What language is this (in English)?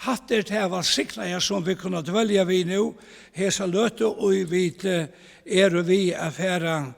Faroese